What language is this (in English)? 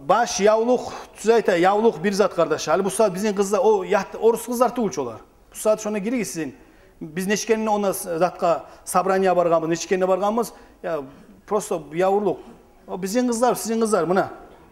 Kumyk